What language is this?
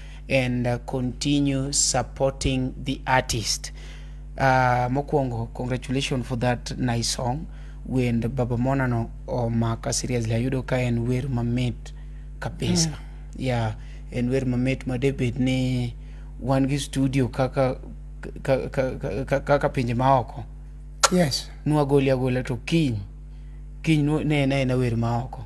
Luo (Kenya and Tanzania)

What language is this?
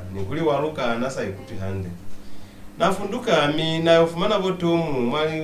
Lozi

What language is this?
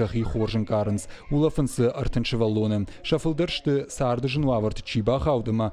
Ossetic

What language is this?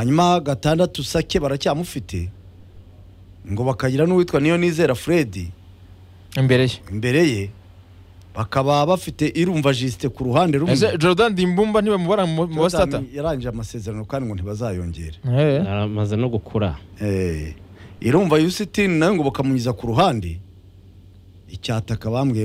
Kinyarwanda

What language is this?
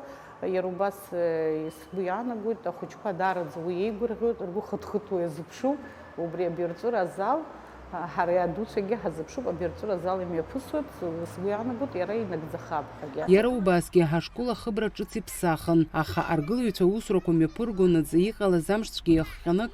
Abkhazian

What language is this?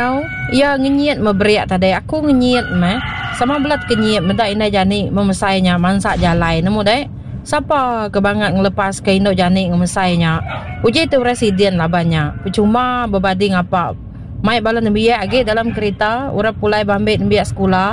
Iban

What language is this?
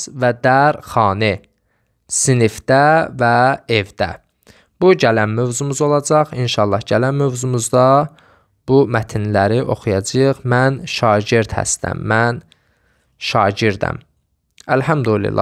Azerbaijani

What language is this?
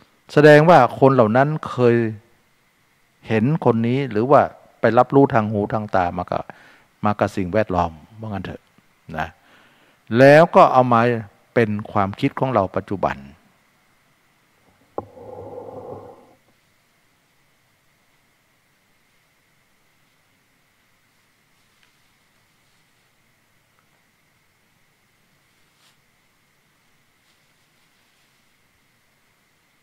Thai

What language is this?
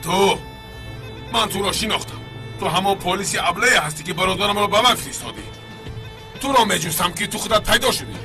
Tajik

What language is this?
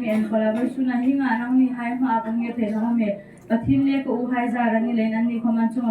Hmar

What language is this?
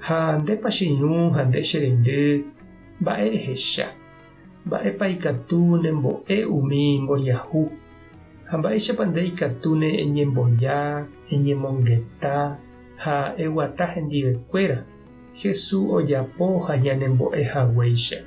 Guarani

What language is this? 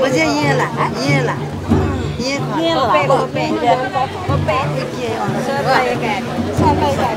Newari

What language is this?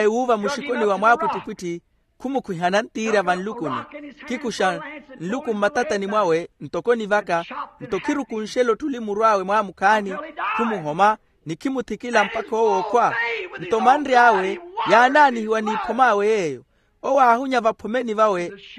Makhuwa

